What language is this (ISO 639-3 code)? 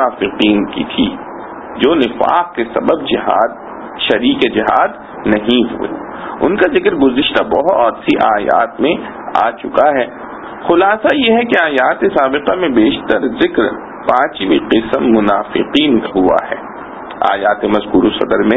urd